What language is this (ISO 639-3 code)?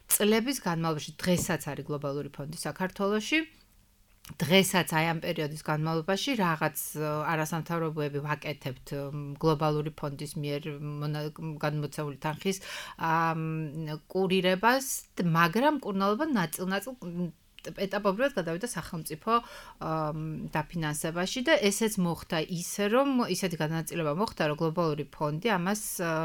kat